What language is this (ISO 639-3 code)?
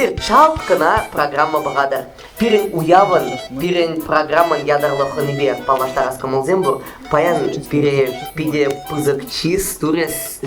chv